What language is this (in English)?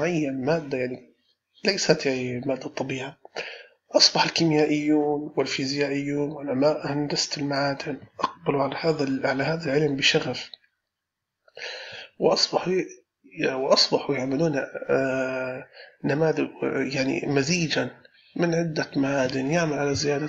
Arabic